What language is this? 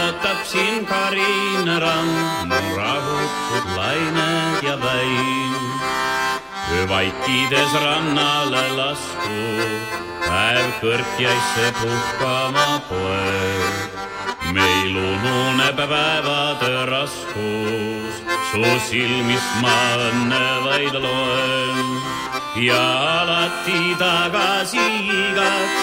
Estonian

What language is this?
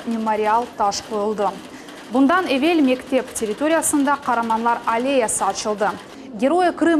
Crimean Tatar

